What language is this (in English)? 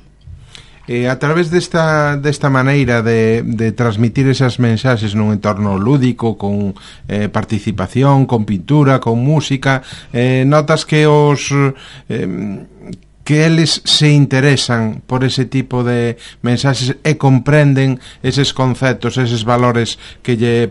Galician